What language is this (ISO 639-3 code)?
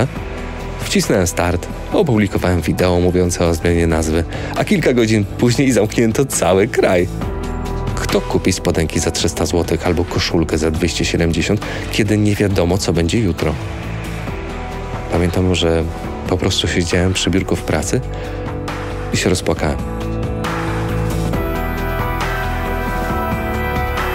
pol